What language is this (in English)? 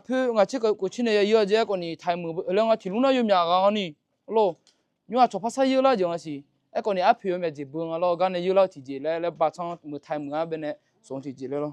Akha